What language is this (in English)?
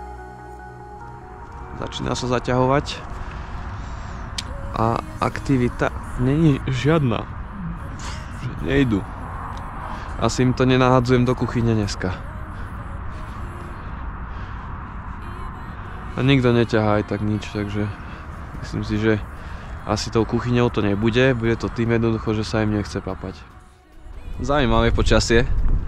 Slovak